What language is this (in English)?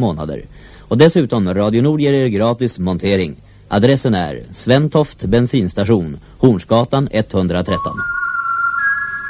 Swedish